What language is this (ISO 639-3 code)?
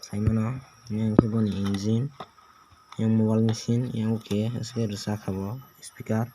trp